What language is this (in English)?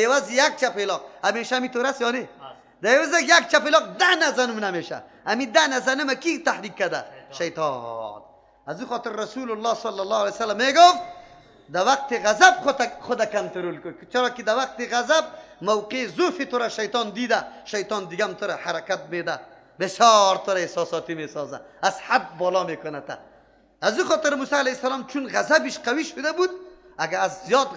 Persian